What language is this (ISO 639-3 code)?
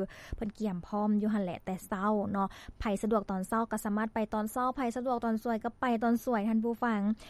lao